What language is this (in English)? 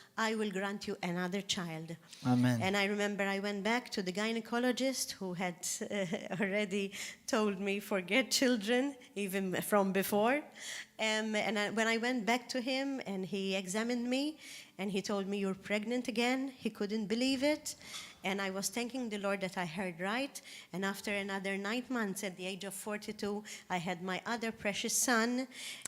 Maltese